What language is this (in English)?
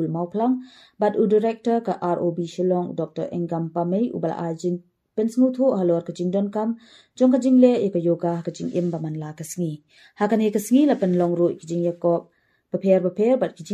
Khasi